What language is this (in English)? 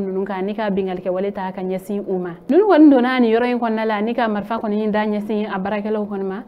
Bambara